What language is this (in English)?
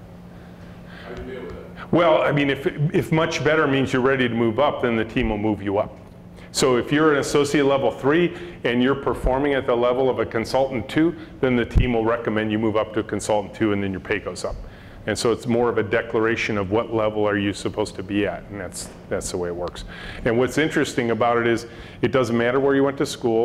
English